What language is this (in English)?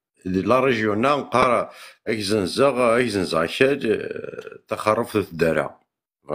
Kabyle